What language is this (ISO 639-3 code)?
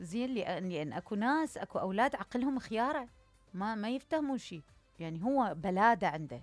acm